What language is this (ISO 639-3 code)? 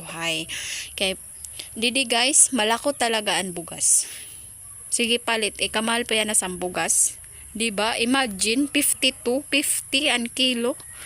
war